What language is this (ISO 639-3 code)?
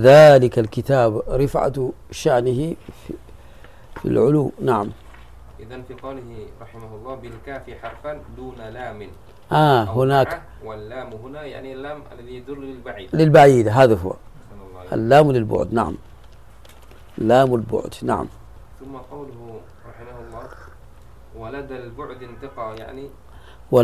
ara